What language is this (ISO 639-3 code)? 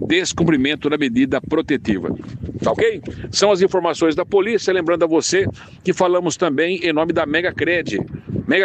por